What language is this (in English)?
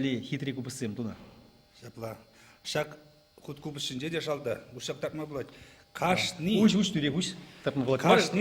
Chuvash